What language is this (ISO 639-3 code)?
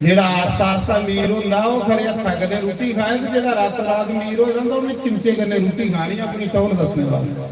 doi